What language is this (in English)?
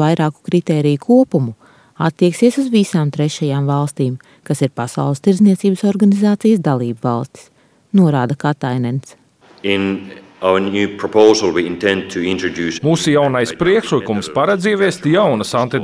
Latvian